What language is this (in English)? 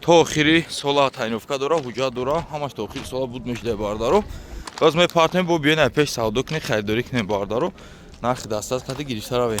Tajik